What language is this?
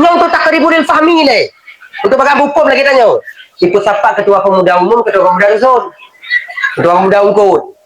Achinese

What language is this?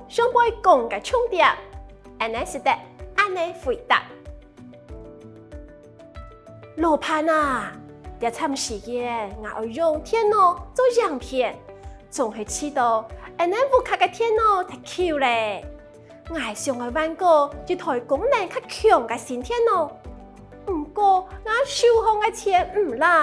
Hakka Chinese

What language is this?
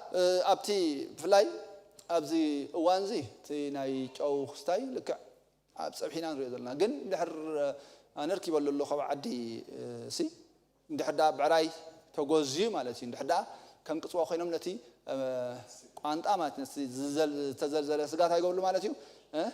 Tigrinya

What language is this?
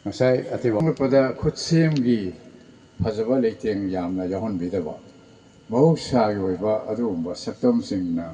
Manipuri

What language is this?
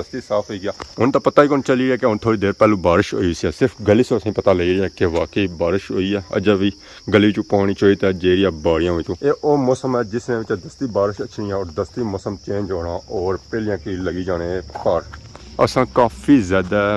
Pahari-Potwari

